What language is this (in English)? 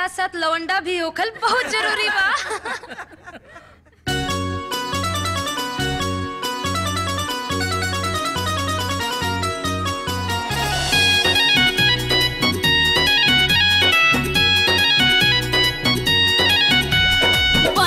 Bhojpuri